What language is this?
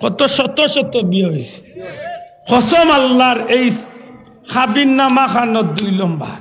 Sylheti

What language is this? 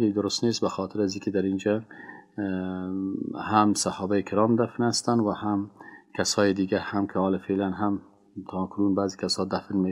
Persian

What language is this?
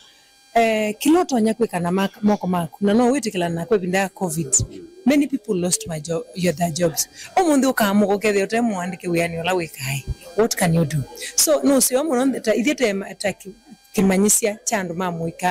Kamba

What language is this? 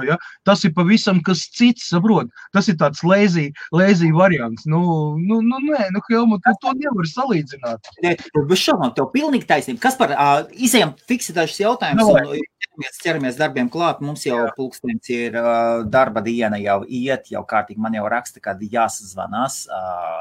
Latvian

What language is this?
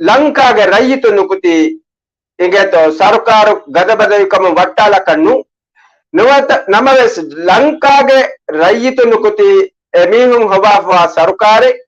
Divehi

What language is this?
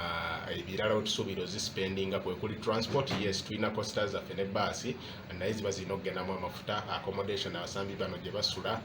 Ganda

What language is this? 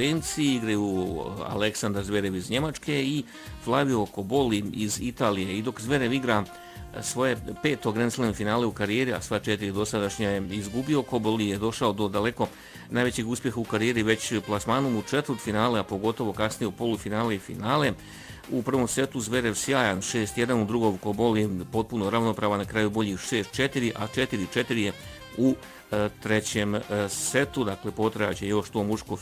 Bosnian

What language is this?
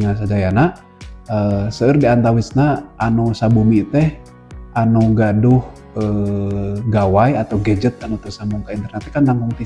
Sundanese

